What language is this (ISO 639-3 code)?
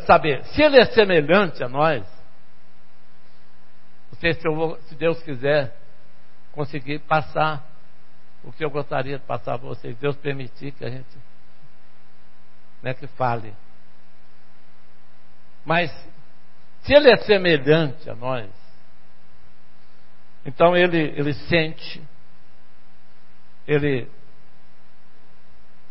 por